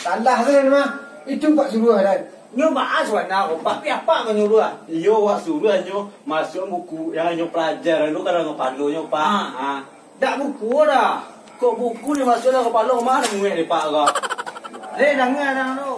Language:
Minangkabau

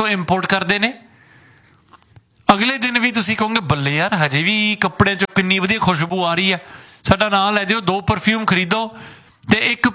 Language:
Punjabi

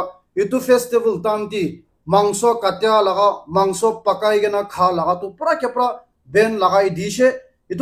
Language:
Naga Pidgin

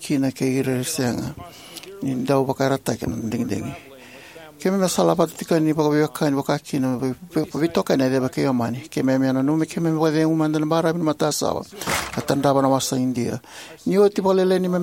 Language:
Fijian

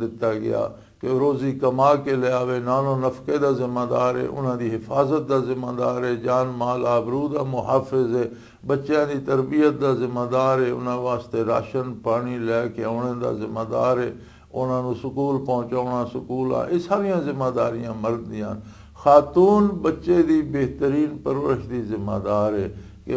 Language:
Western Panjabi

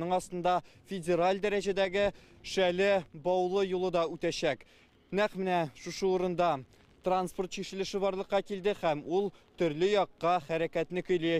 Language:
Tatar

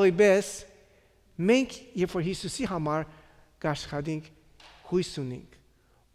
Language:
Armenian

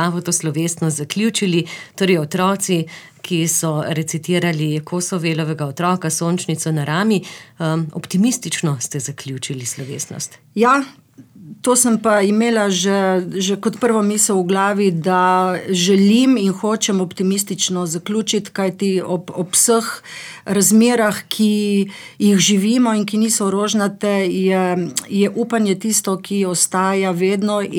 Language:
Slovenian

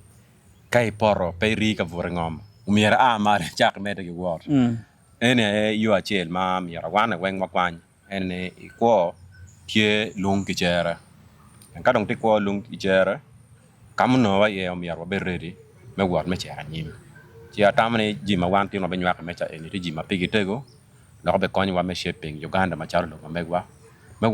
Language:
Acoli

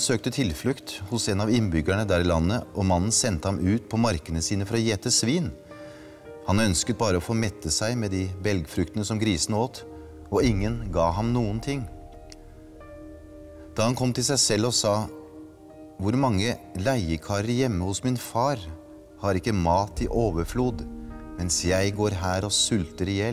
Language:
Norwegian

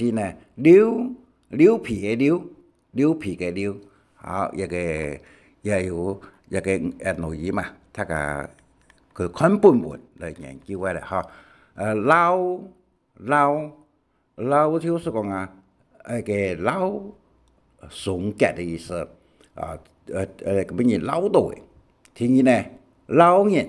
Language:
Hakka Chinese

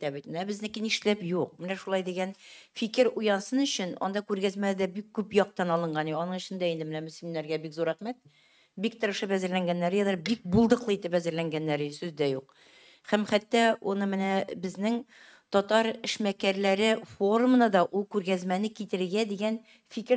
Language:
Tatar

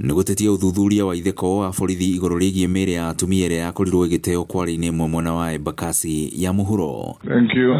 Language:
Kikuyu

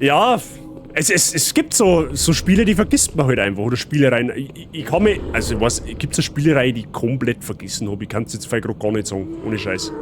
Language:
Bavarian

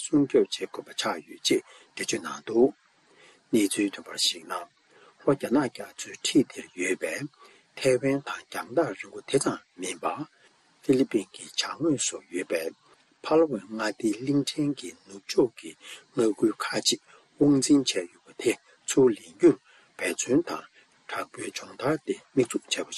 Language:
Tibetan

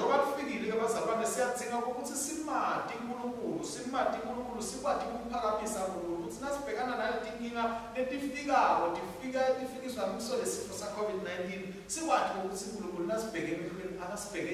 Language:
Swati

